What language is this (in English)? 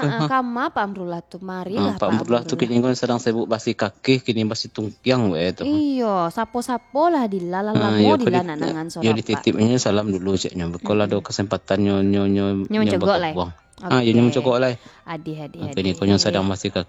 Minangkabau